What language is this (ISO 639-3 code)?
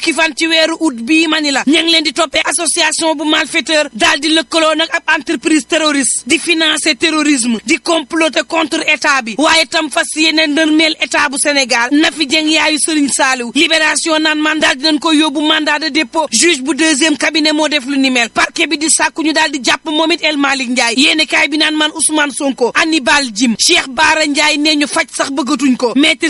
wol